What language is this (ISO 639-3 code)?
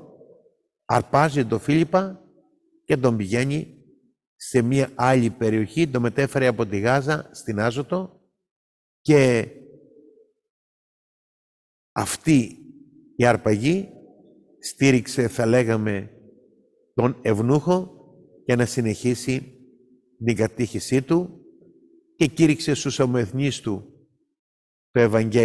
ell